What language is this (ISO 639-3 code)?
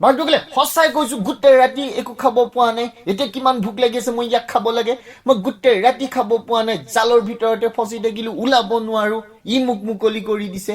asm